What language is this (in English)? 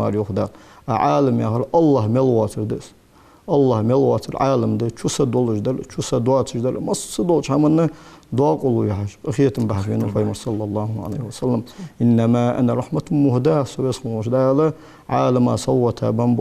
Ingush